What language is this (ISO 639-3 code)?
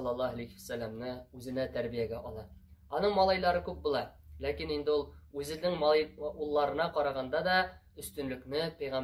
tat